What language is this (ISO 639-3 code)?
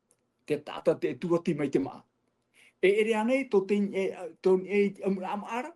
tah